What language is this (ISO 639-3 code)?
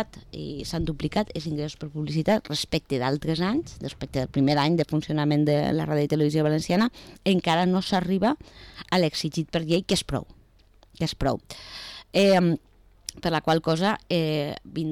cat